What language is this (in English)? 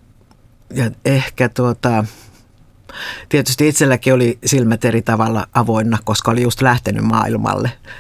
Finnish